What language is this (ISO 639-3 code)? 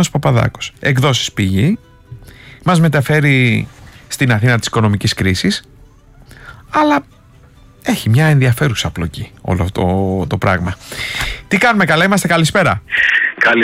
ell